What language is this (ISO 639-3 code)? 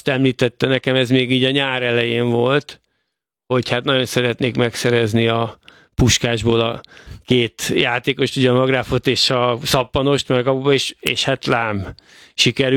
hun